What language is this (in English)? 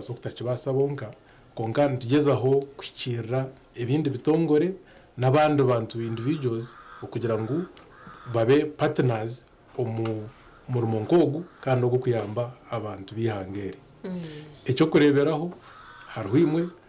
Nyankole